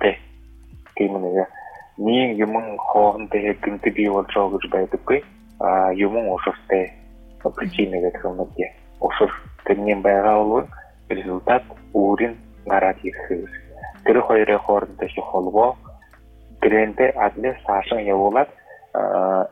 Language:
Buriat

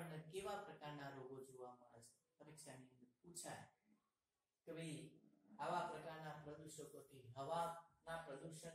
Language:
Gujarati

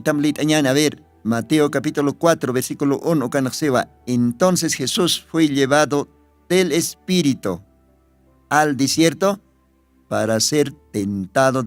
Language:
Aymara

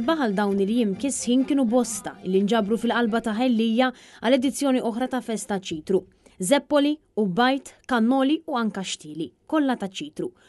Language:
Maltese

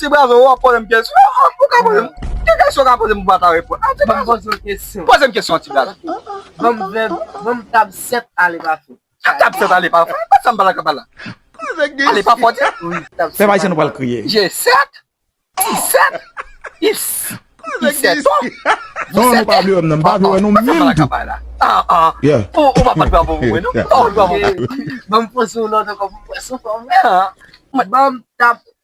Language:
Haitian Creole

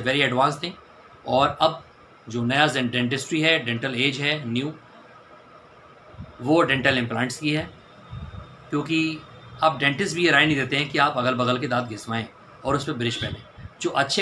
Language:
Hindi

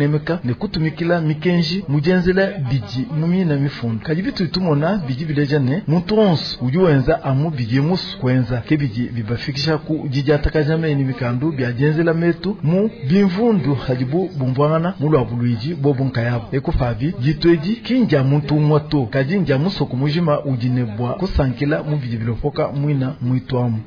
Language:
Luba-Lulua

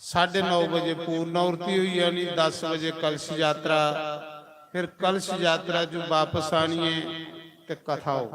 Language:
Dogri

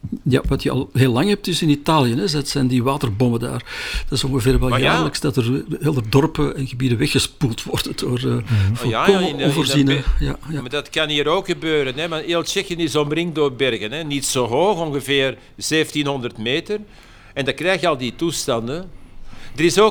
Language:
Dutch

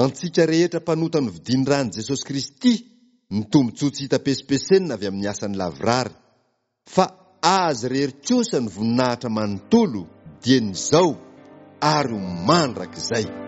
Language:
Malagasy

